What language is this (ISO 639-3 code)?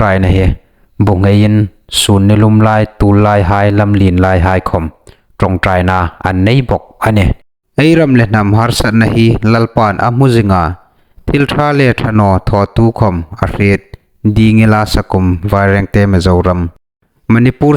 hmr